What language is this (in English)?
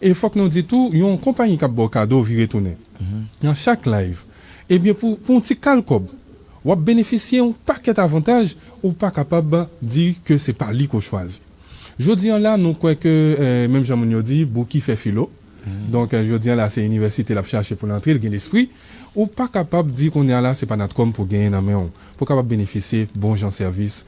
Haitian Creole